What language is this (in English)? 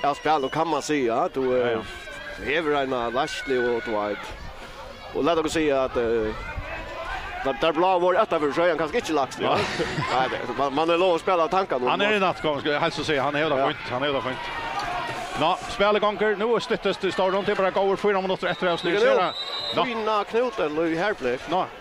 Faroese